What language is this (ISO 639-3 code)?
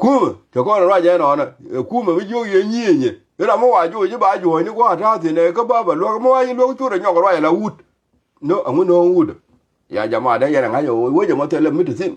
nus